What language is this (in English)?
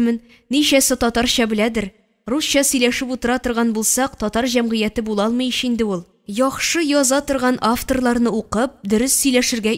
Tatar